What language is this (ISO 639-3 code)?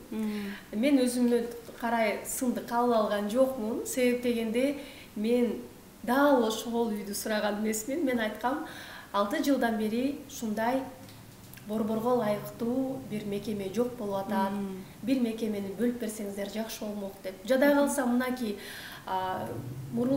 kir